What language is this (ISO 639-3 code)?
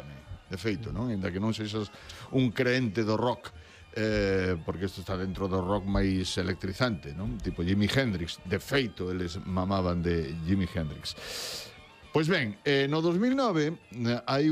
glg